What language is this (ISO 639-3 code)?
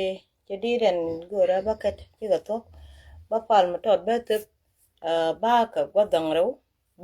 nus